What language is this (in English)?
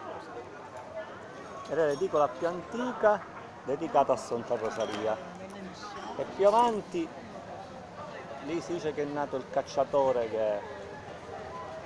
Italian